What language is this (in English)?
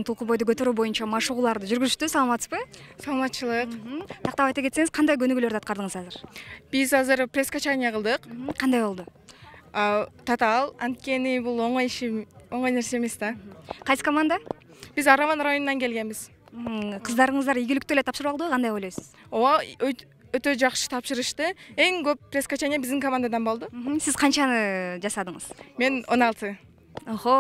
Kyrgyz